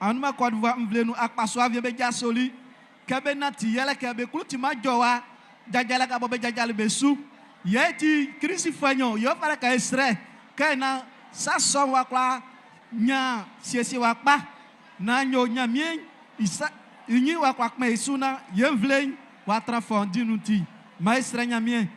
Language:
Baoulé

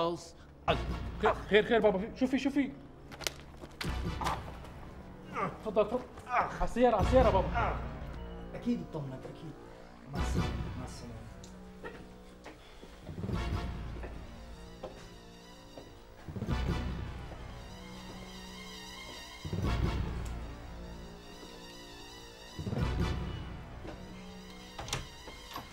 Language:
North Levantine Arabic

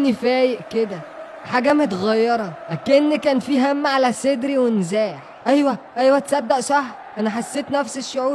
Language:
Egyptian Arabic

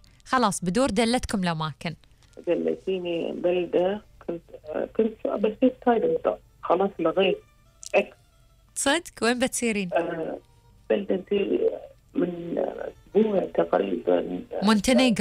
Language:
Gulf Arabic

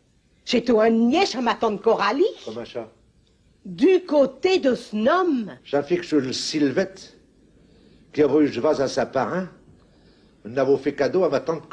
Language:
Picard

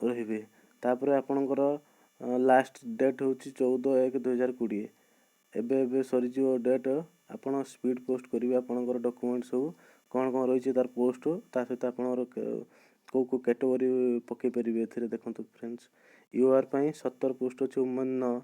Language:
Odia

